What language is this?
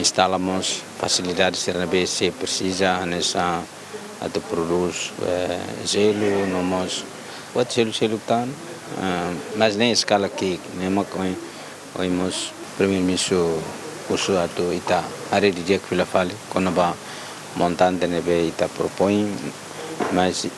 Tetum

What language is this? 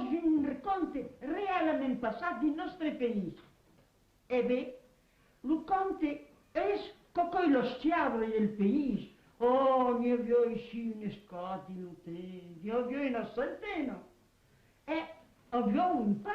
Occitan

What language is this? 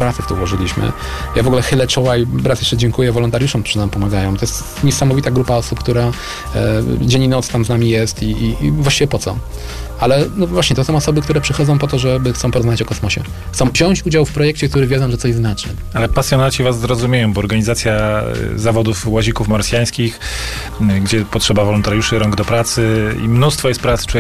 Polish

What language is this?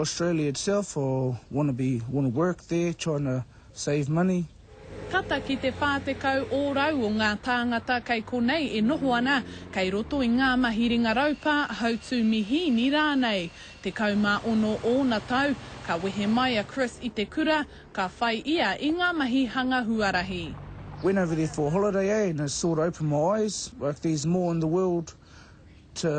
Māori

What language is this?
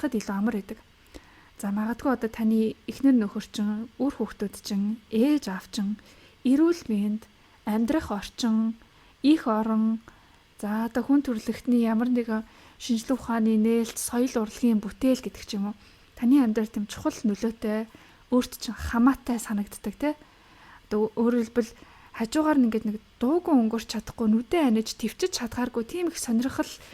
Mongolian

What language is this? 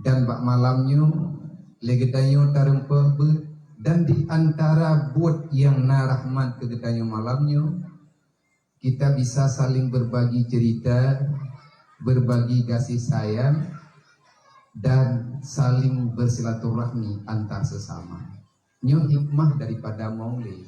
Achinese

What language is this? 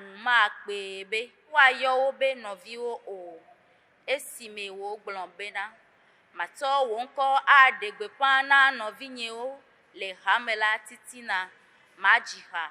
Ewe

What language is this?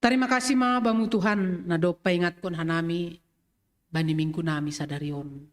Batak Simalungun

